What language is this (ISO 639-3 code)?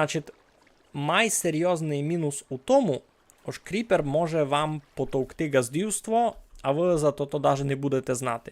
rue